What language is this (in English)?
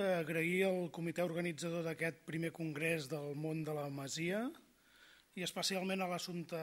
Catalan